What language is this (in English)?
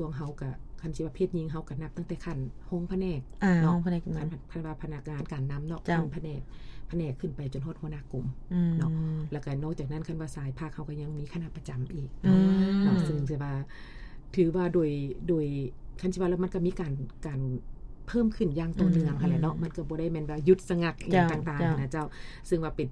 Lao